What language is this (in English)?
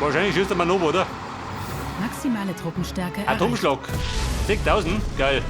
Bavarian